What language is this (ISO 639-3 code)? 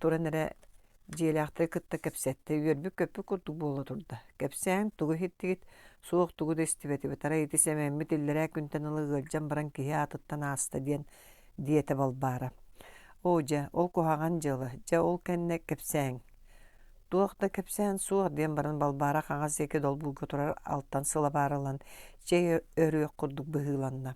sah